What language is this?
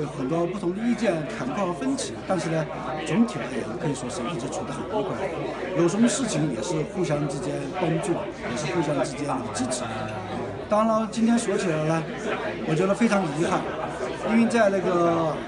Chinese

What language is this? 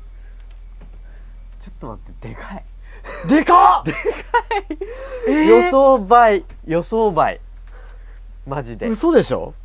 Japanese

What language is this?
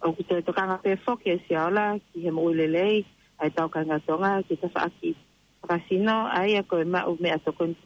Tongan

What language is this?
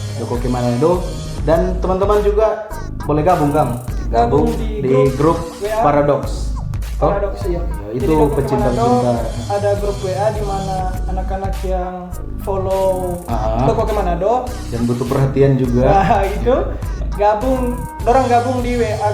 Manado Malay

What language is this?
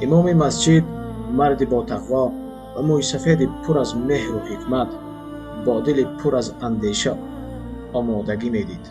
Tajik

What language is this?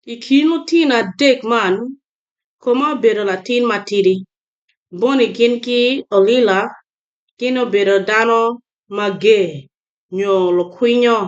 Acoli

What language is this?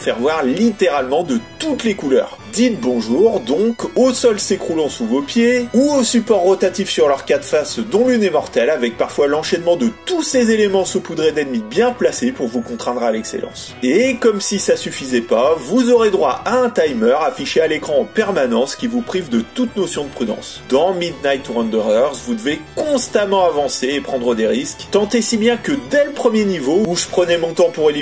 French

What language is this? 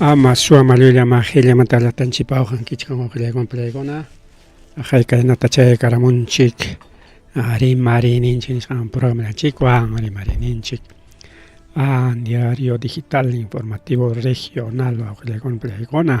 Ayacucho Quechua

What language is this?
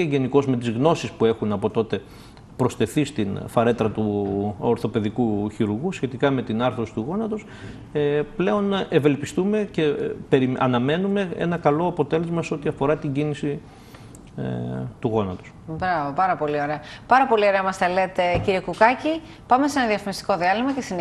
Greek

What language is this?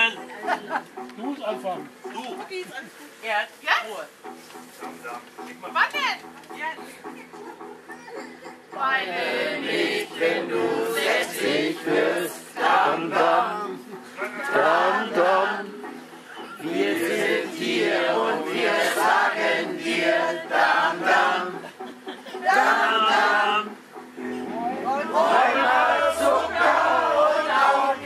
German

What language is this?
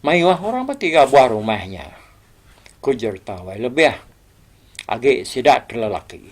Iban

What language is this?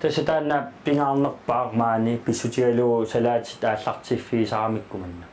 Kalaallisut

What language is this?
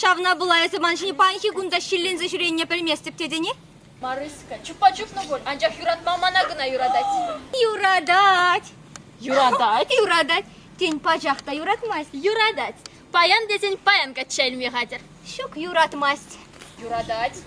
Chuvash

